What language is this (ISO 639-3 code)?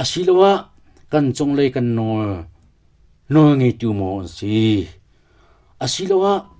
cnh